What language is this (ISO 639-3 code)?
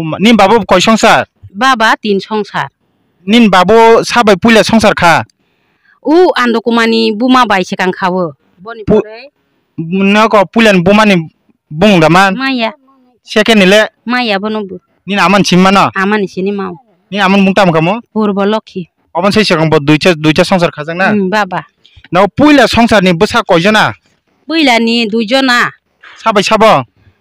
trp